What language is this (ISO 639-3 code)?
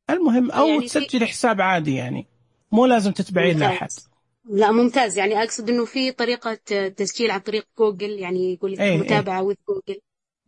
ars